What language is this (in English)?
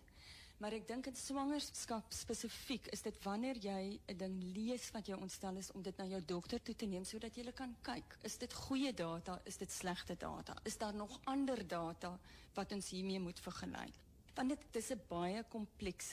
Afrikaans